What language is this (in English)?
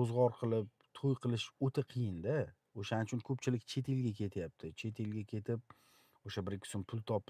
Uzbek